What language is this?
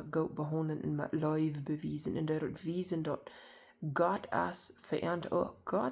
Plautdietsch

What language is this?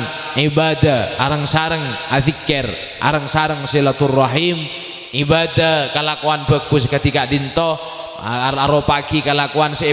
Madurese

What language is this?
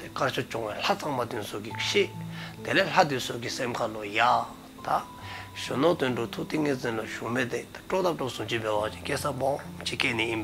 Dzongkha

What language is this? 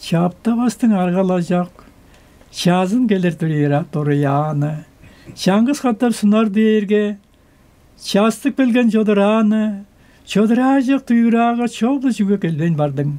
Tuvinian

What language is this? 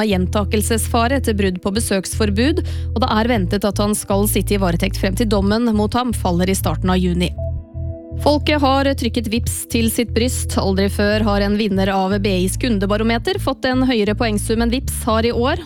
Norwegian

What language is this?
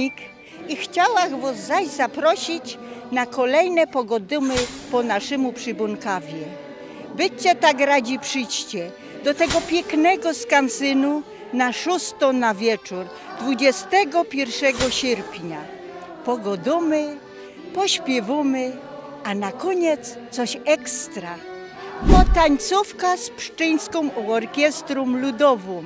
Silesian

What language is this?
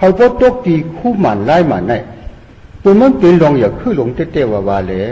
Shan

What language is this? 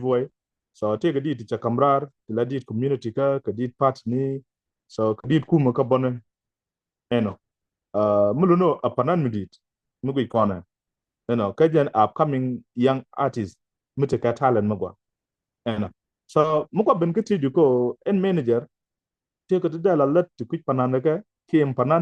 Nuer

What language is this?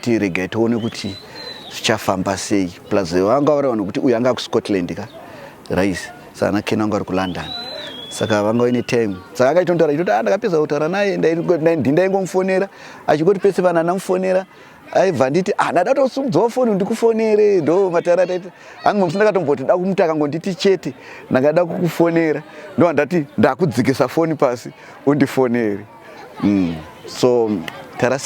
Shona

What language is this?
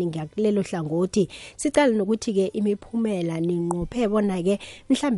South Ndebele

